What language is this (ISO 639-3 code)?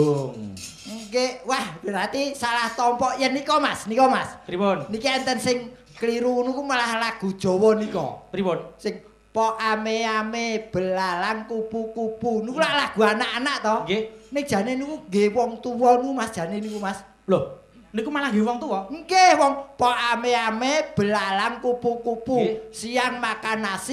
jav